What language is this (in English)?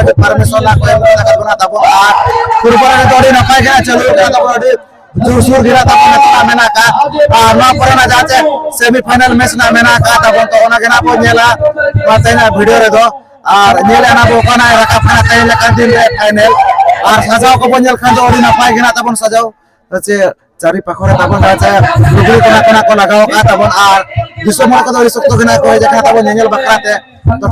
Santali